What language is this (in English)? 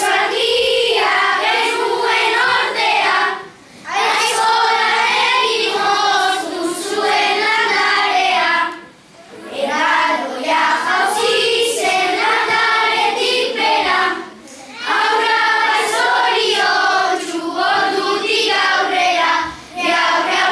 Basque